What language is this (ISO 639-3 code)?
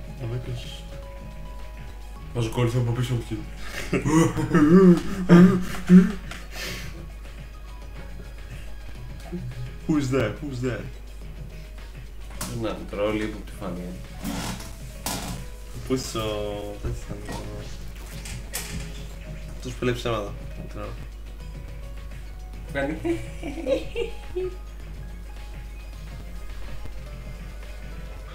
ell